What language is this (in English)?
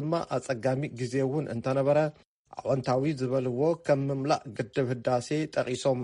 Tigrinya